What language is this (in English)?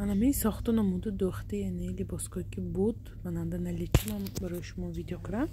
Tajik